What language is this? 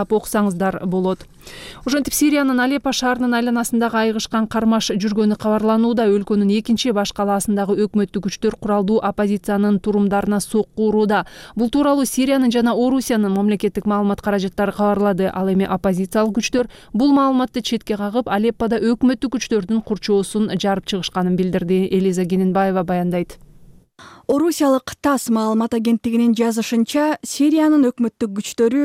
Kyrgyz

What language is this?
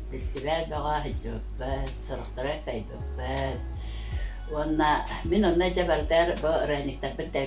Yakut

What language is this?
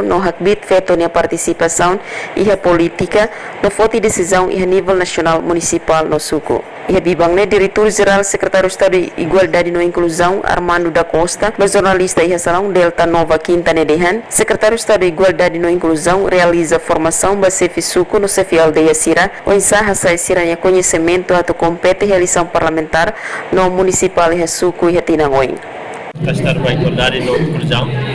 Tetum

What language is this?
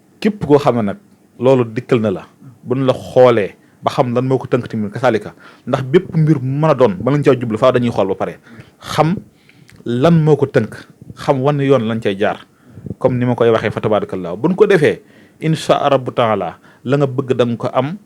Wolof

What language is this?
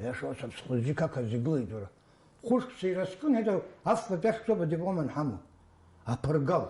Abkhazian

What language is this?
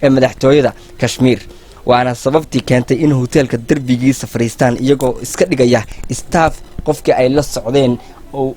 Somali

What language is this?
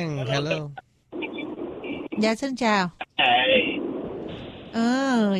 Vietnamese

